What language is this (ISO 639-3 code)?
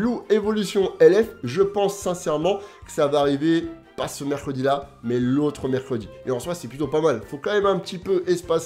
fra